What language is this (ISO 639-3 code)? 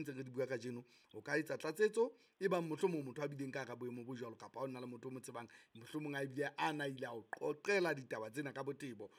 sot